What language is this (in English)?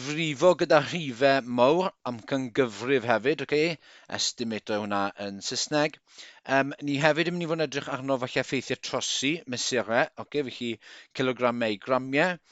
Welsh